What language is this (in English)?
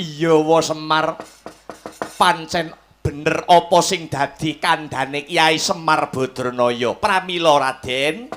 Javanese